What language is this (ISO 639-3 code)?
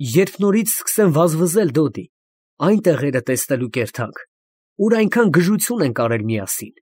hye